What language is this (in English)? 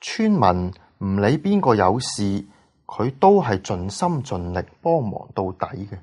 Cantonese